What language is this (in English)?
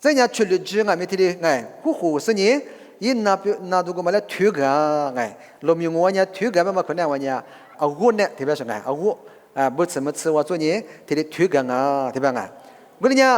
Lisu